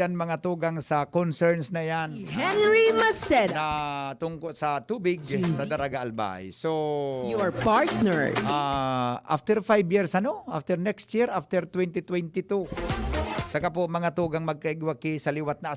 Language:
Bikol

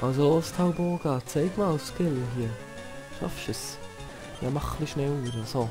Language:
Swiss German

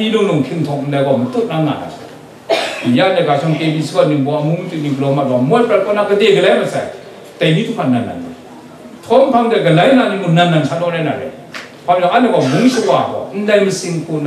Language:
Kachin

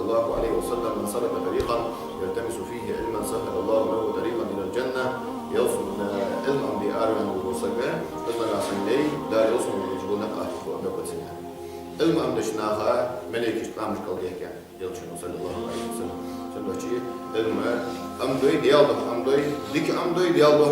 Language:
Ingush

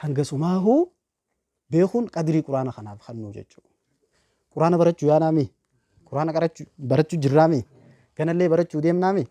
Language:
Oromo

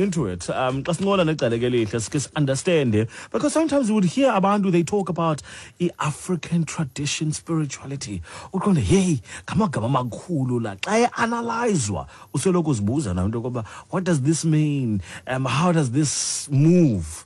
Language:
Xhosa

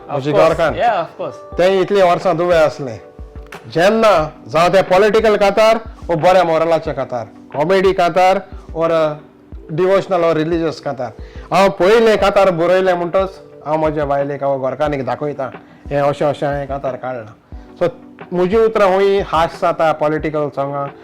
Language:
Konkani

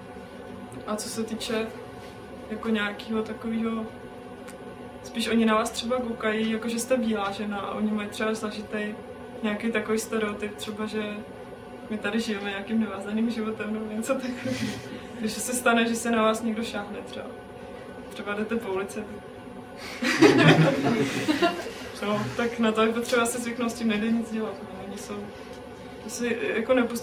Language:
Czech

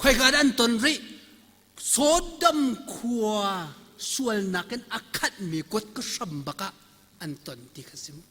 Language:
Hakha Chin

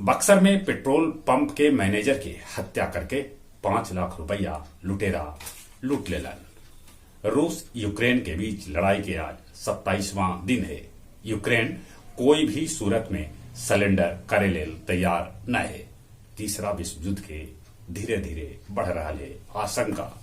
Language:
Magahi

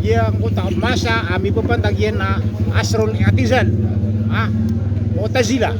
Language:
Maranao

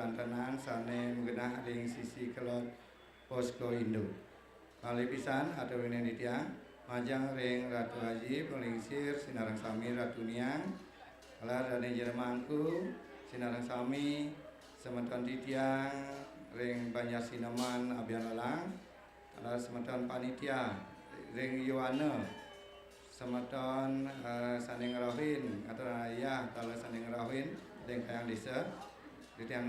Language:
Balinese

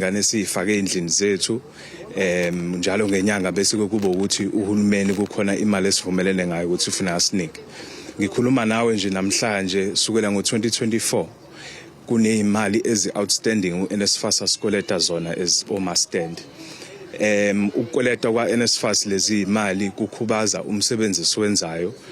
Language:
Zulu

